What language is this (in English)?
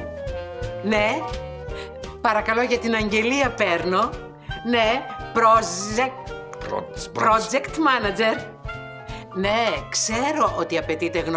Greek